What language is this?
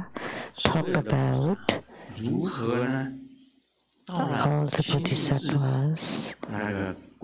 English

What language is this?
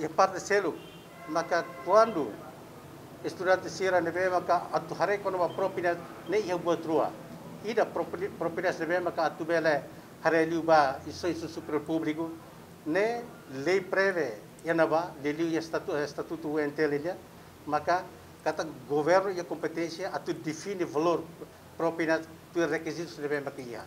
Tetum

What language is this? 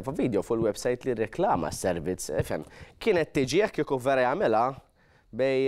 Maltese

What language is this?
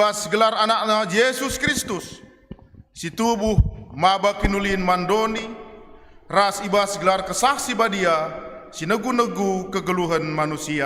Batak Karo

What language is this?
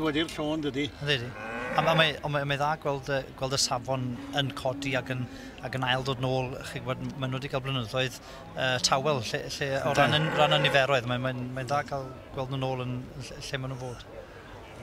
Welsh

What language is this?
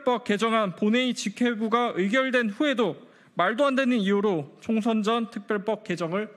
Korean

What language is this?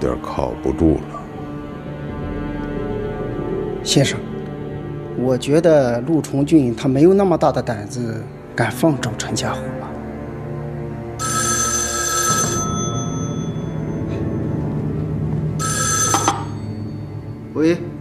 Chinese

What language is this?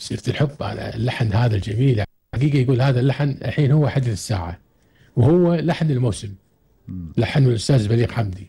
Gulf Arabic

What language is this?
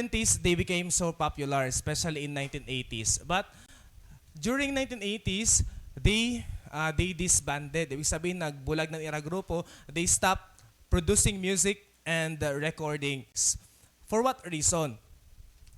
Waray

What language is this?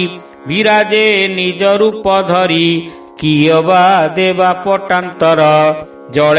Odia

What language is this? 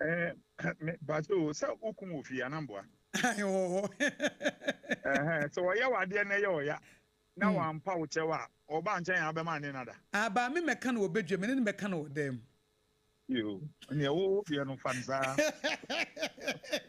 Akan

